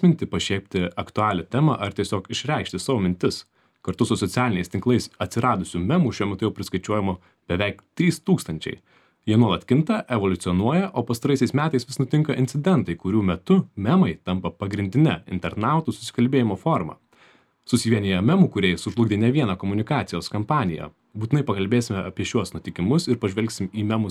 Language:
Lithuanian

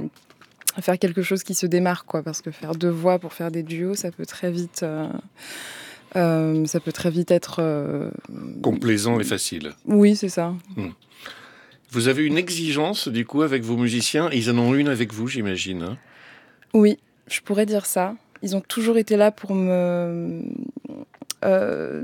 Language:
French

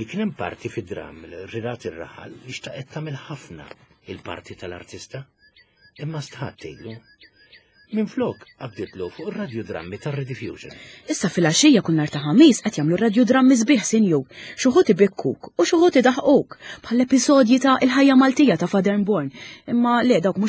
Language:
Maltese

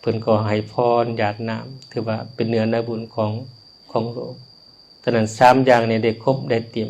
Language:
Lao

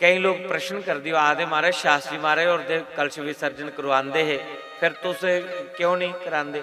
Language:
Dogri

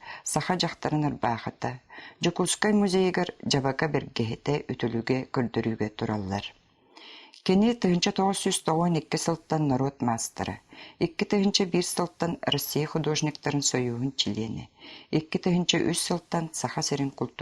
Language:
Yakut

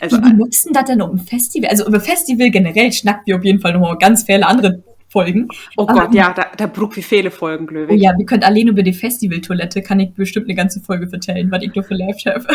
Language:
Low German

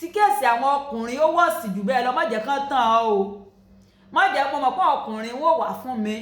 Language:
Yoruba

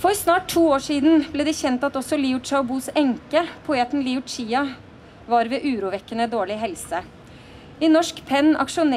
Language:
Norwegian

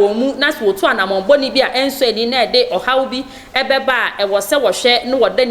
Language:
Akan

